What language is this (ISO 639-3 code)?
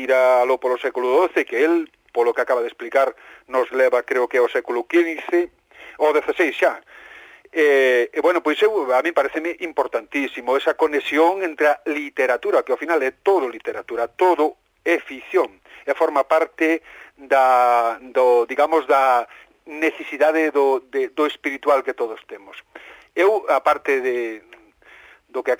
glg